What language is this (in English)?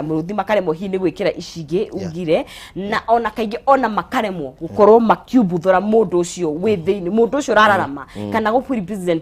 Kikuyu